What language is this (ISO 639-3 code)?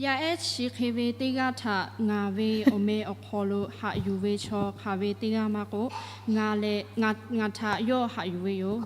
lhu